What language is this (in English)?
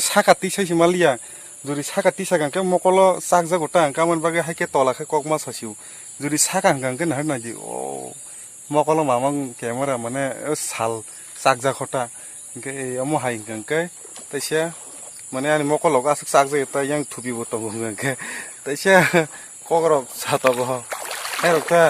Kok Borok